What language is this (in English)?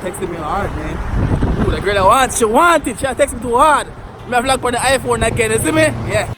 Jamaican Creole English